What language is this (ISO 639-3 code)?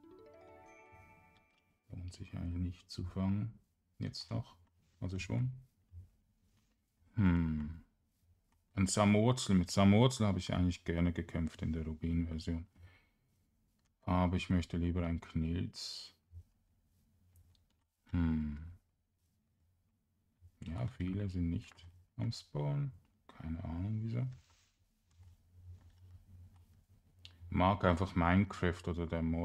deu